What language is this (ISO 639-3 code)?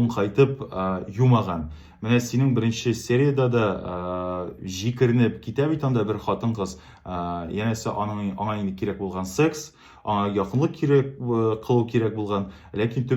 tat